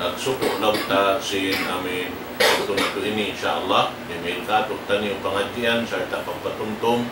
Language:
Tausug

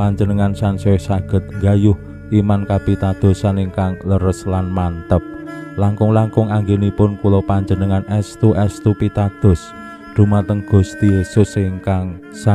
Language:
Javanese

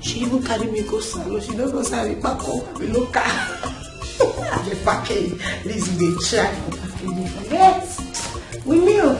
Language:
Nigerian Pidgin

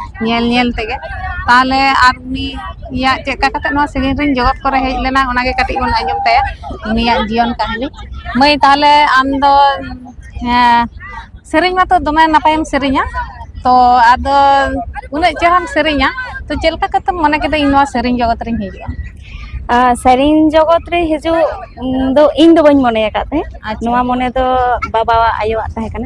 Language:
Santali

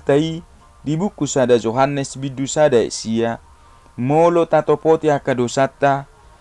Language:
Batak Toba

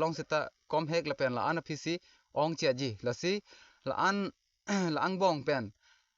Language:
Karbi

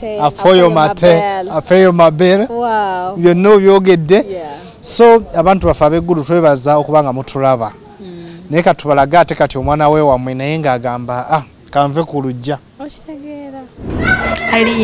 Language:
Ganda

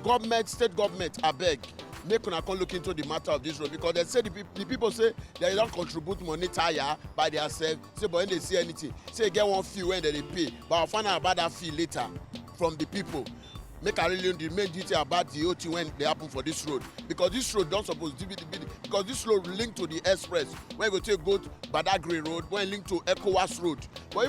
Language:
Nigerian Pidgin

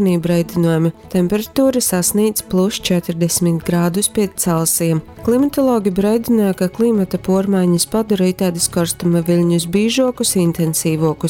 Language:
Latgalian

